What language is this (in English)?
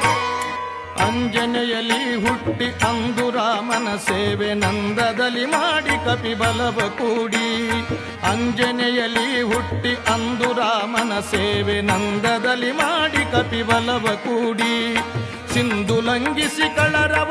Kannada